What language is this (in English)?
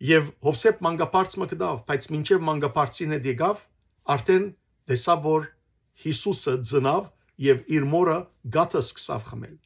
Western Armenian